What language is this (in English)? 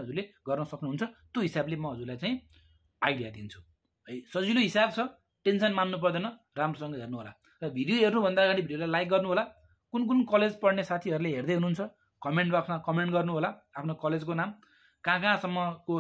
Nepali